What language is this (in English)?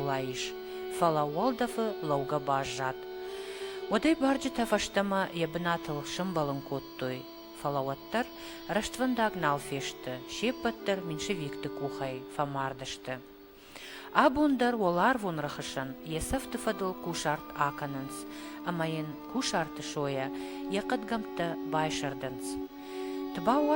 Ossetic